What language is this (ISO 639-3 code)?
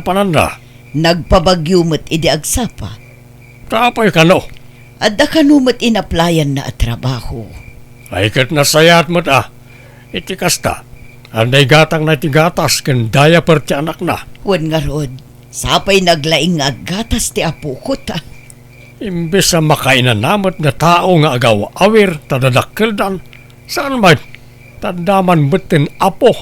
ilo